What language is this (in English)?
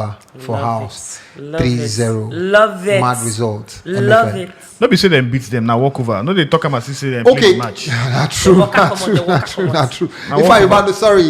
Nigerian Pidgin